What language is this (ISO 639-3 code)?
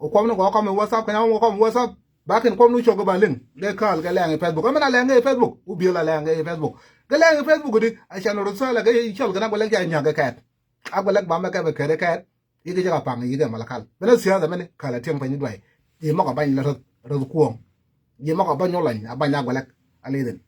nus